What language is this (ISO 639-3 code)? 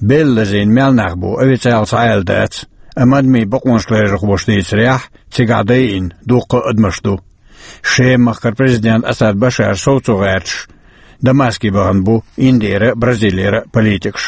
che